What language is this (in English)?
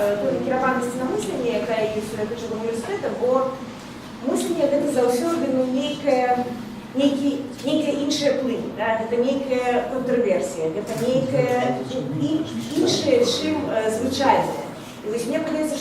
Belarusian